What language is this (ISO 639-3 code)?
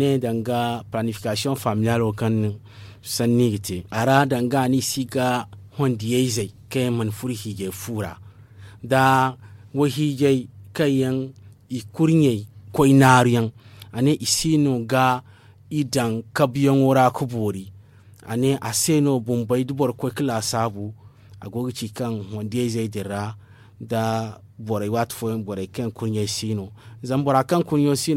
dje